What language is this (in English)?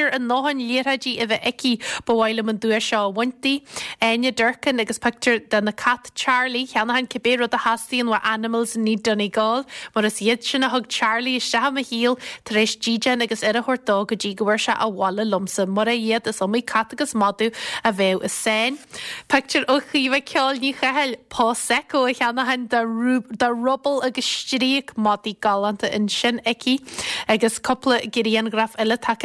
Irish